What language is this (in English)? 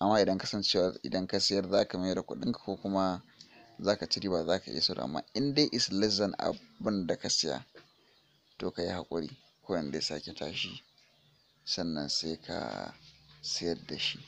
Hausa